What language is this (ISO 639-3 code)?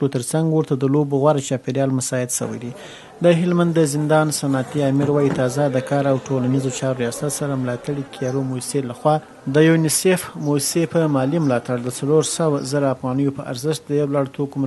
pus